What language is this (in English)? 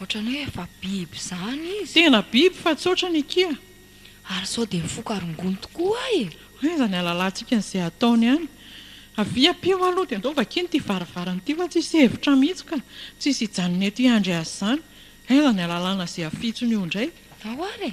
Malagasy